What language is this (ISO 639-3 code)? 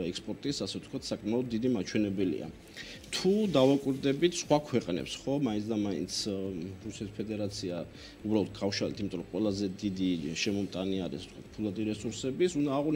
kat